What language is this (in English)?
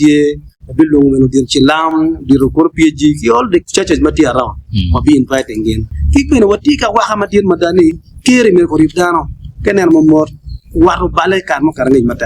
Acoli